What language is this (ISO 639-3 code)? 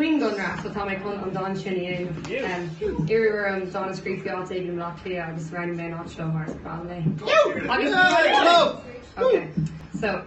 gle